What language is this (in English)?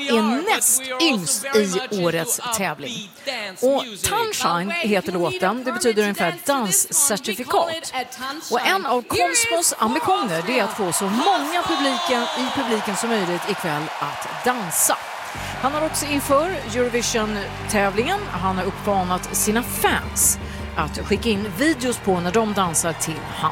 Swedish